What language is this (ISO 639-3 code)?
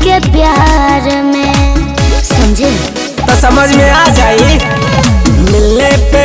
bho